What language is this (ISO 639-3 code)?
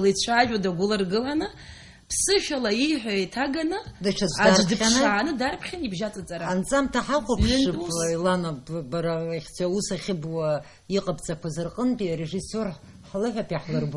abk